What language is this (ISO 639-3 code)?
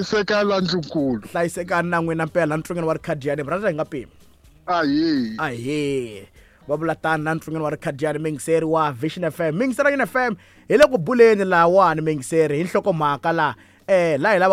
tso